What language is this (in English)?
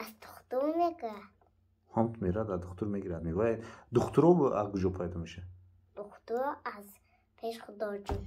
Tajik